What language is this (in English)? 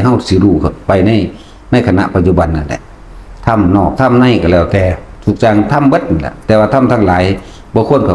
Northeastern Thai